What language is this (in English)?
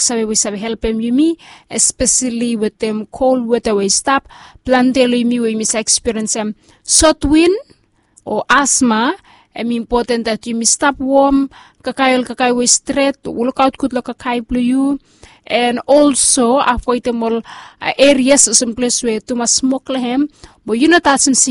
Bislama